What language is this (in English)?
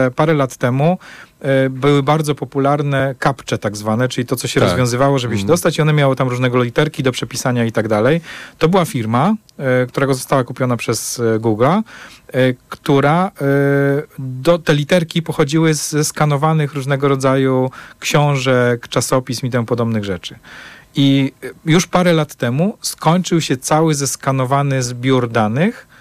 Polish